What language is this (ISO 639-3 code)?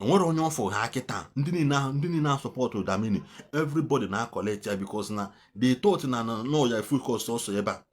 ibo